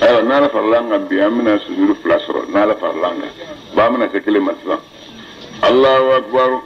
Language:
Bambara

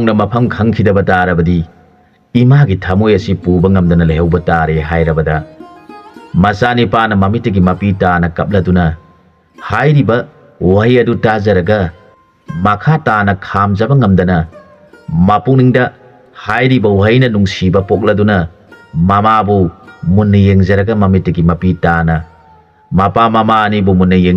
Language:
Manipuri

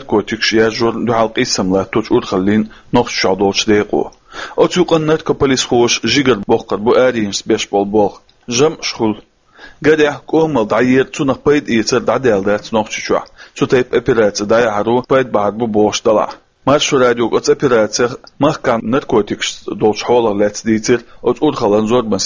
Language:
Chechen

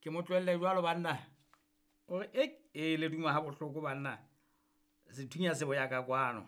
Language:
Southern Sotho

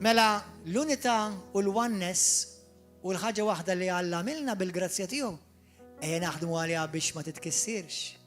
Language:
Maltese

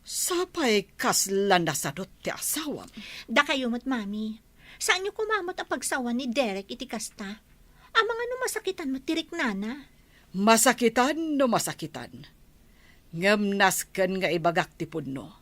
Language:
Iloko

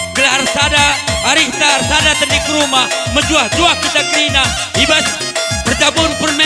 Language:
Batak Karo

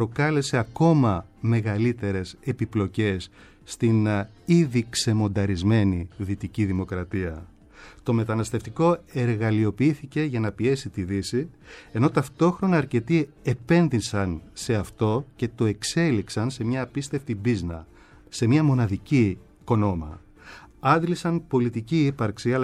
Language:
Greek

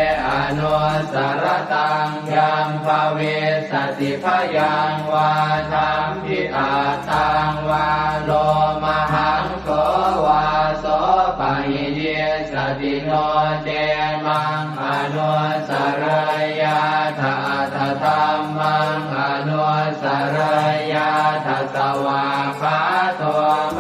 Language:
Pali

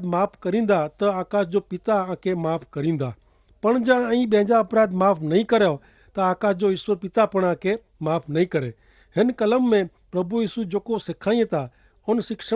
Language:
Kachhi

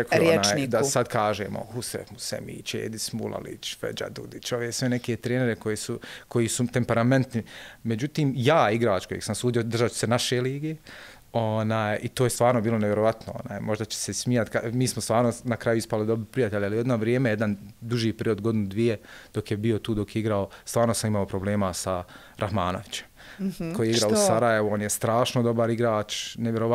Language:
Bosnian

